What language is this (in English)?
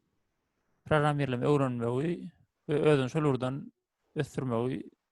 Turkmen